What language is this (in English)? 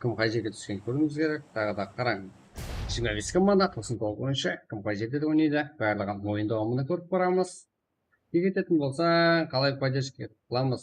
Kara-Kalpak